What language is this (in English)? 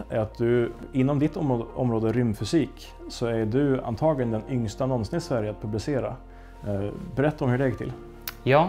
Swedish